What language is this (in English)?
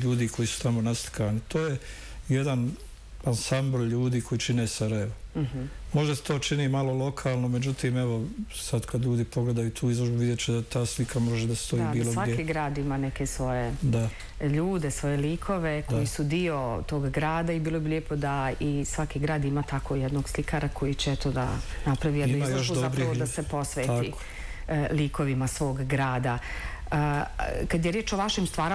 Bosnian